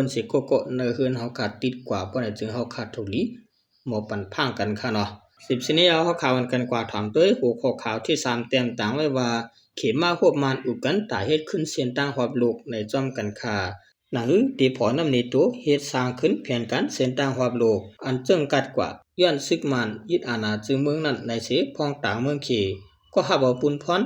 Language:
Shan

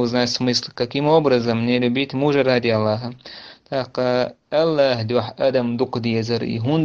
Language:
Chechen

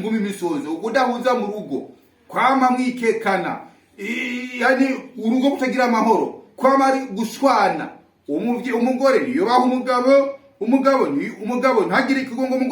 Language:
Rundi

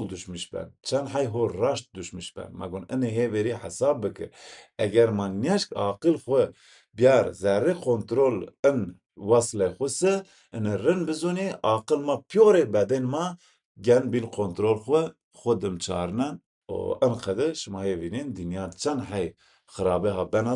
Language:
Zaza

